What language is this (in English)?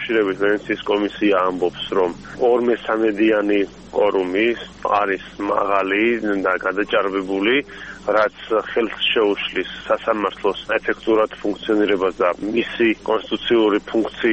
Georgian